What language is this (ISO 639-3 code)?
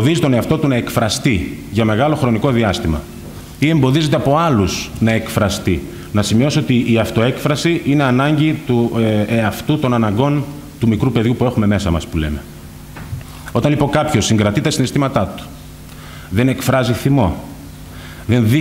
ell